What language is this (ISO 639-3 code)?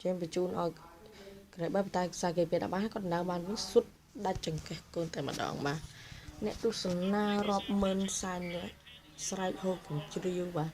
khm